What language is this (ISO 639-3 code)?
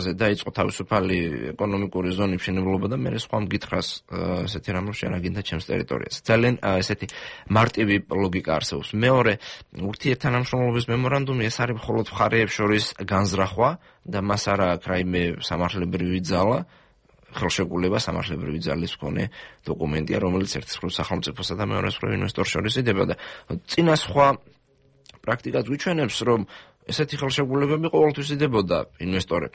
kat